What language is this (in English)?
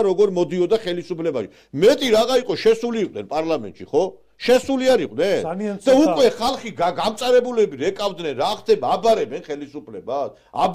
Georgian